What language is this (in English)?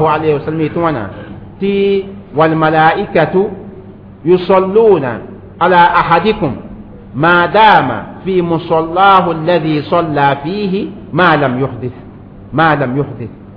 Mossi